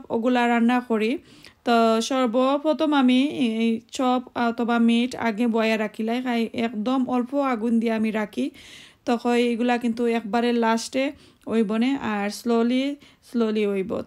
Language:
Sylheti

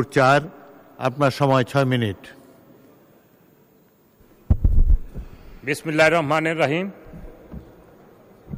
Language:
Bangla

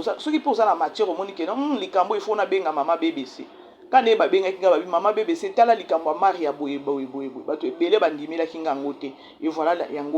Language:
Lingala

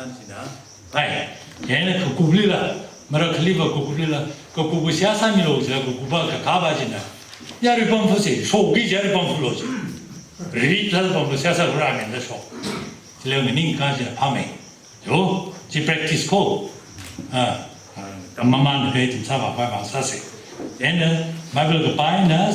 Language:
Tangkhul Naga (India)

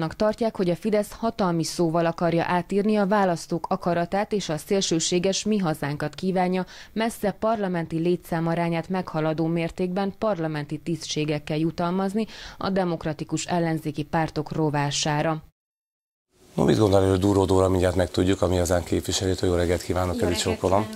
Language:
Hungarian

